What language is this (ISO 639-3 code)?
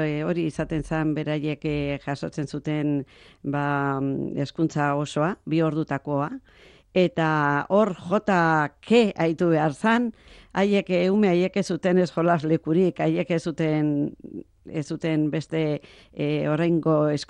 eus